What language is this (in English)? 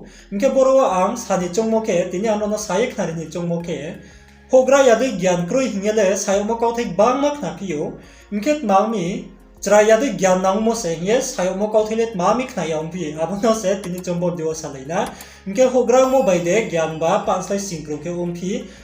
Riang (India)